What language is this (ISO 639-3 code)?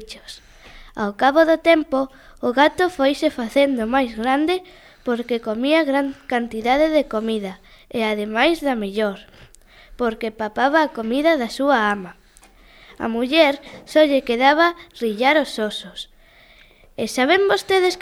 glg